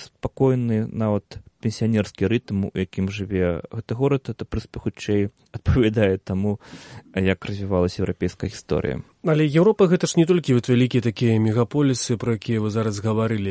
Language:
Belarusian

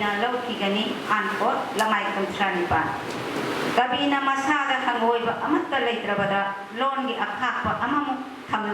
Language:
Manipuri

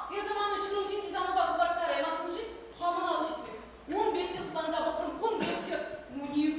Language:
Chuvash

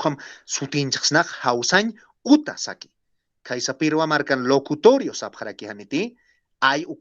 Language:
Aymara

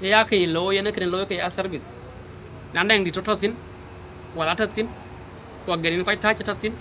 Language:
Dinka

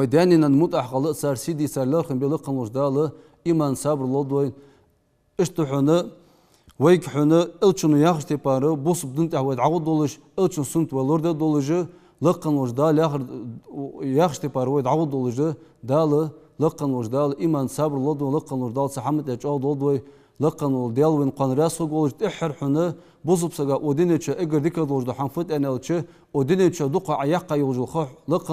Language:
Ingush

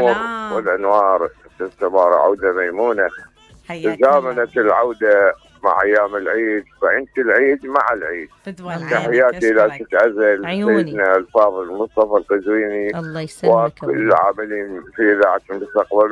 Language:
Mesopotamian Arabic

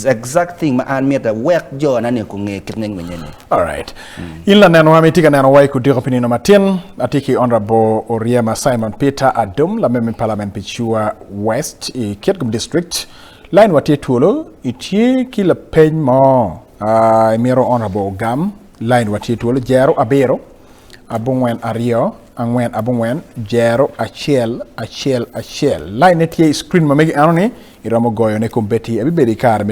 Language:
Acoli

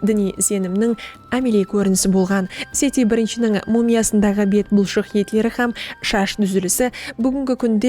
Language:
Kara-Kalpak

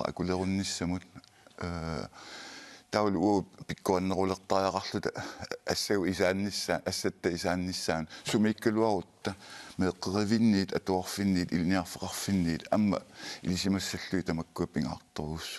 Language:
Kalaallisut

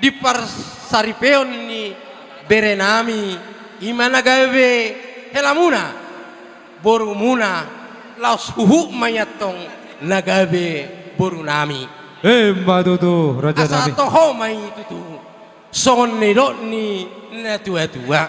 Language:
Batak Toba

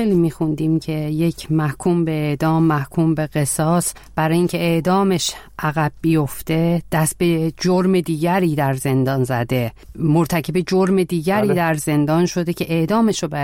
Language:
Persian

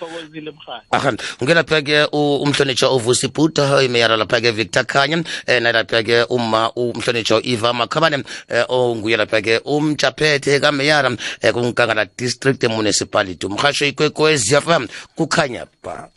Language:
South Ndebele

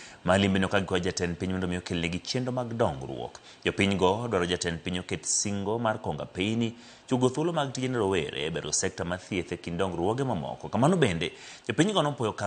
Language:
Luo (Kenya and Tanzania)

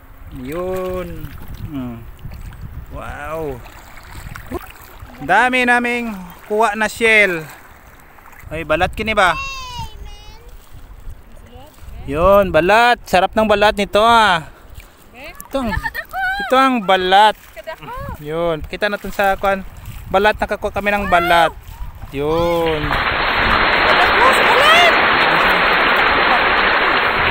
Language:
Filipino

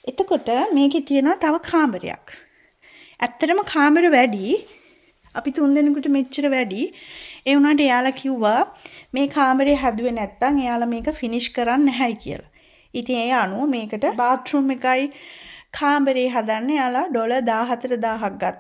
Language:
Sinhala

